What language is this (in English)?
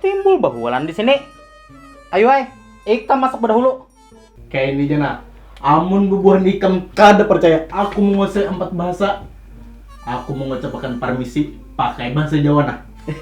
Banjar